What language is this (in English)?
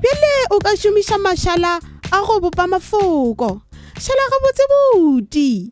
Northern Sotho